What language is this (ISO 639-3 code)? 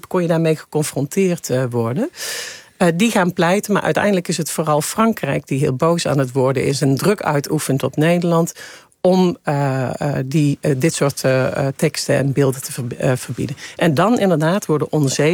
nld